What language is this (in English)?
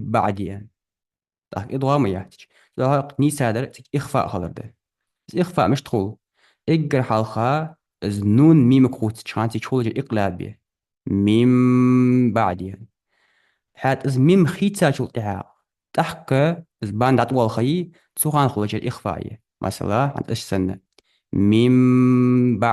Ingush